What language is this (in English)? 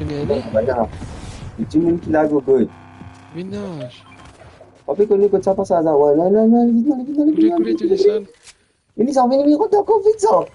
Morisyen